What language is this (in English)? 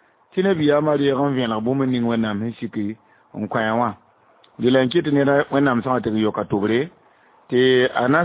Mossi